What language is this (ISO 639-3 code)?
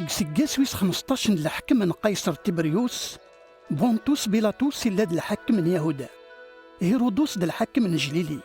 kab